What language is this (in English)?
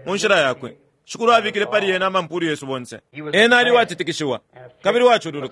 Bemba